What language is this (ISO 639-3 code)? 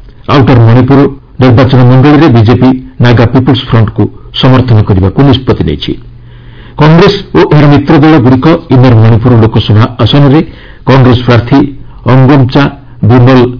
ori